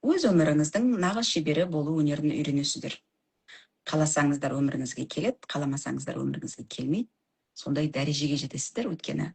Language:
Kazakh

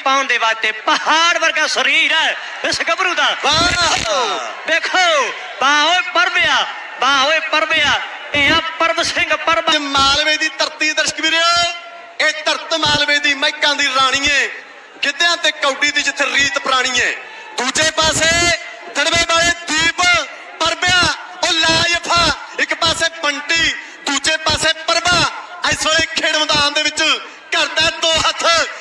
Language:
Punjabi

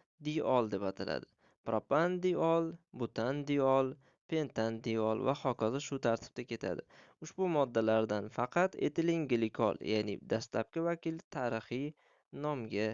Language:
Uzbek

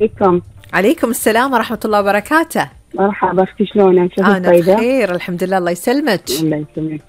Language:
Gulf Arabic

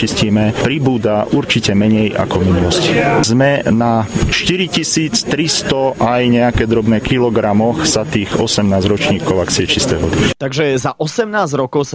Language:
Slovak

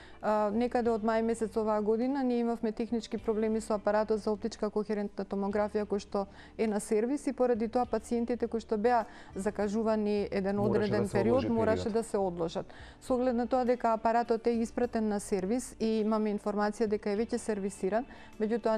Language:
Macedonian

